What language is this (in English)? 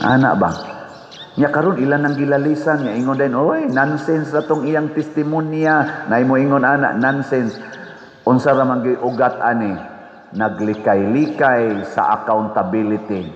Cebuano